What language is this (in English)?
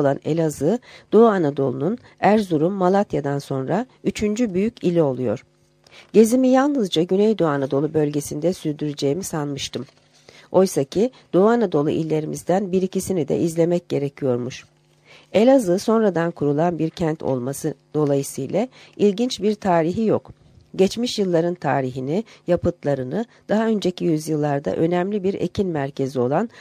Turkish